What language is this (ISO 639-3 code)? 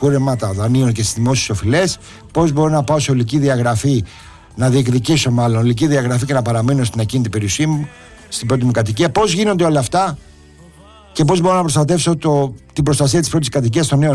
ell